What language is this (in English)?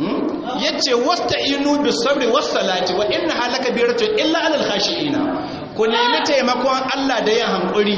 Hausa